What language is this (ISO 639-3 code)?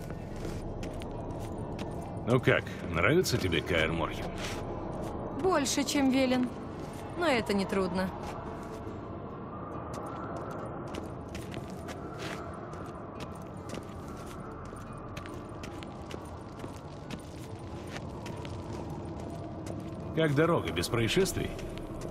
rus